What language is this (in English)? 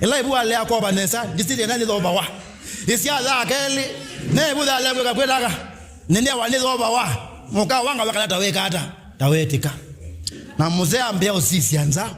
Kamba